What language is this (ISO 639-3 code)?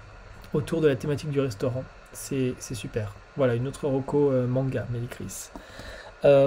fra